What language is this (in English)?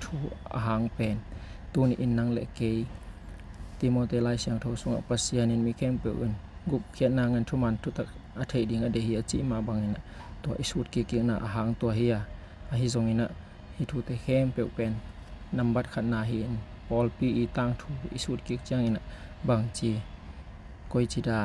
Tedim Chin